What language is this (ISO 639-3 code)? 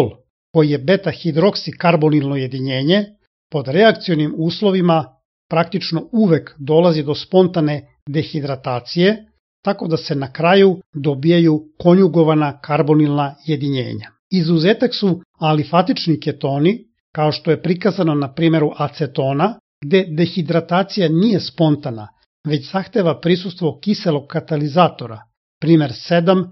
srp